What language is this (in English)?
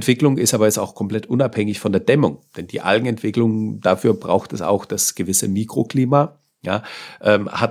German